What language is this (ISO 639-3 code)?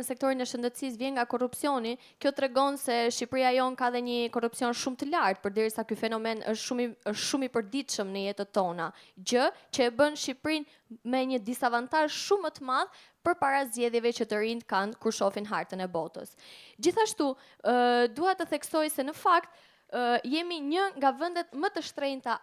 sqi